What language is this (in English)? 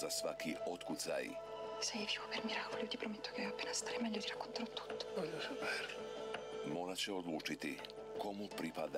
Croatian